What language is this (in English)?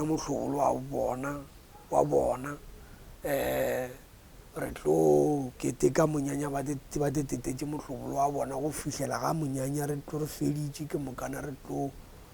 Northern Sotho